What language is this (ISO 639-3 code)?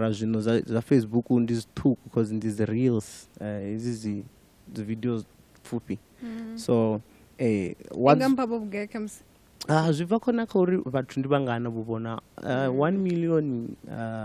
ven